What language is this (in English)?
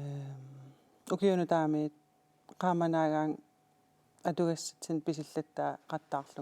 Kalaallisut